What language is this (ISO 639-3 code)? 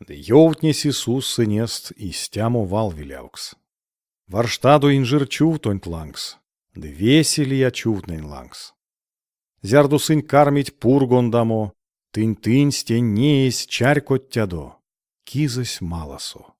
myv